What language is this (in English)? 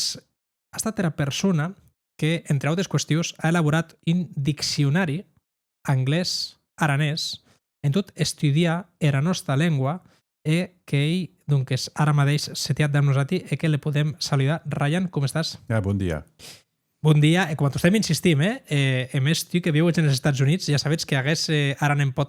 Occitan